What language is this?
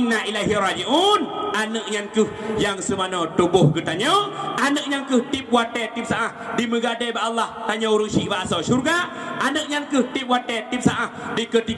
Achinese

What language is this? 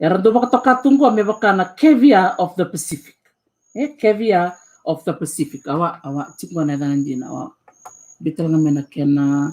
Fijian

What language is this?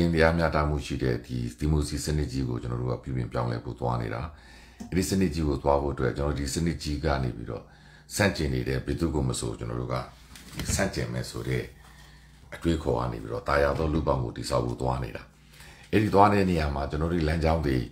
Burmese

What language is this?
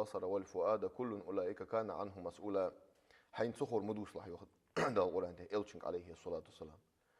Ingush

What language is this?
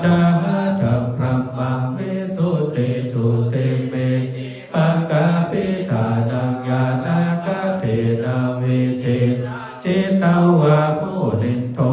Pali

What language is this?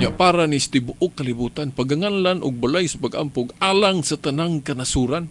Cebuano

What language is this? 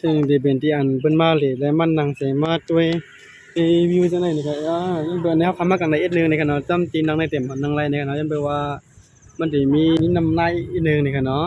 Shan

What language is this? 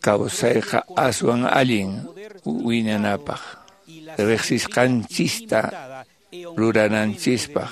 Quechua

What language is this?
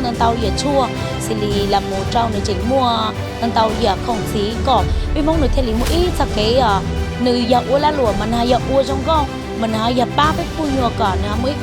Hmong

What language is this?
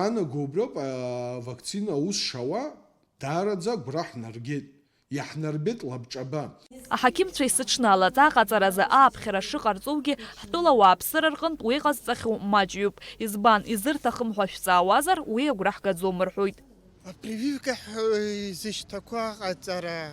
Abkhazian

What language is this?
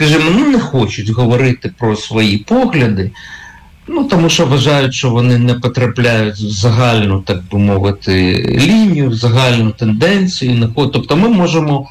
Ukrainian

